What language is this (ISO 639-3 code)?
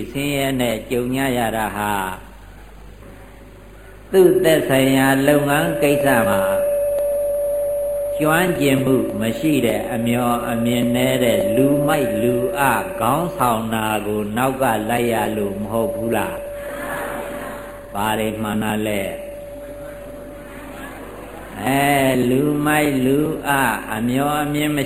mya